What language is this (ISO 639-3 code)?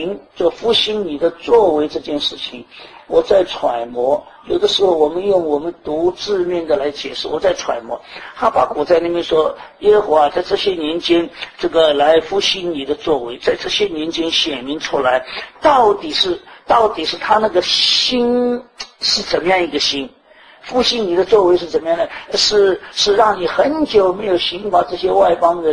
zho